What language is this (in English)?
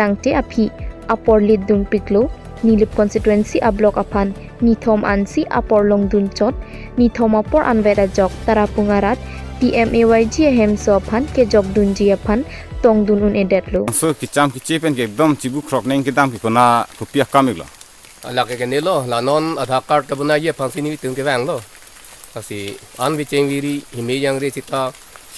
Karbi